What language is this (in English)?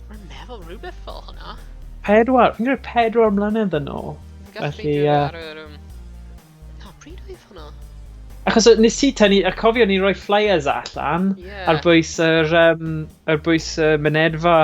Welsh